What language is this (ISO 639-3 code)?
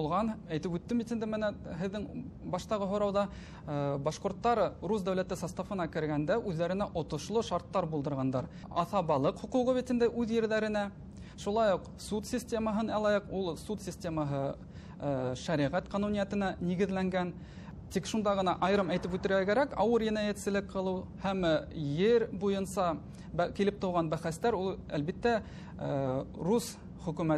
bak